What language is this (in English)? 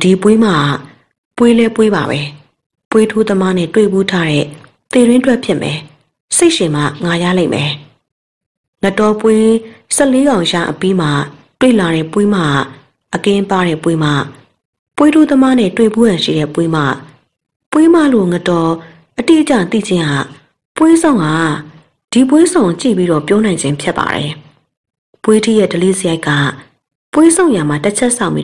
Burmese